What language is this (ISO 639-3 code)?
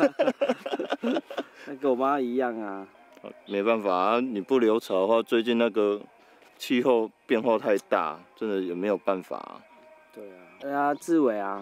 zho